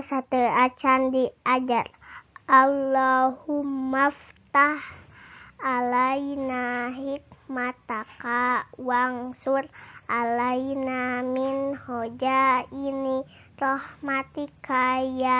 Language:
Sundanese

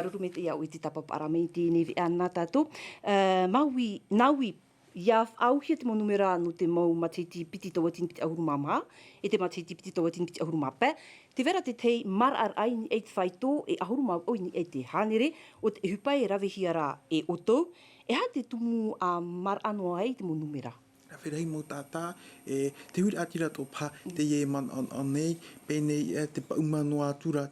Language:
Tahitian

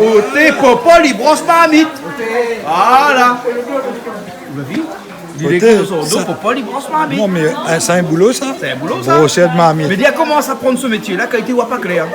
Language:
Réunion Creole French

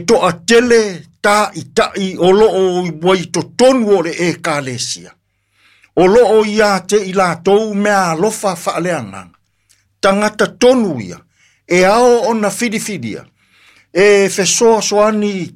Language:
Samoan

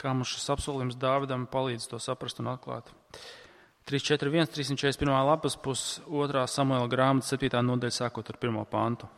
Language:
Latvian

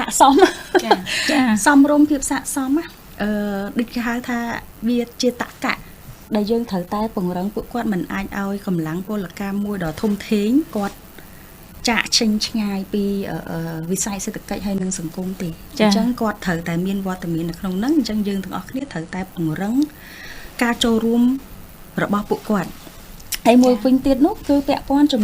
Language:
Khmer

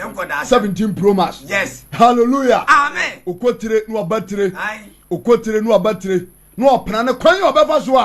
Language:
Akan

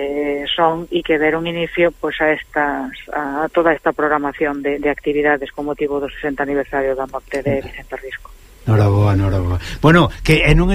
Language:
Galician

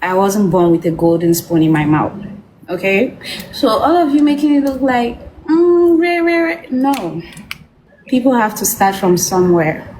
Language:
Jamaican Creole English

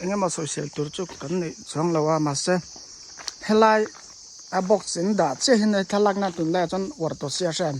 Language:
Mizo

